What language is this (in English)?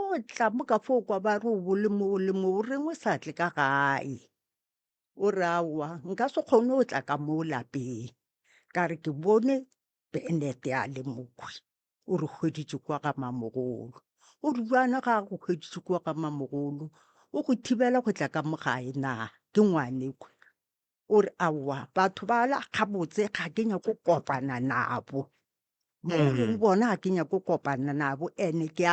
Northern Sotho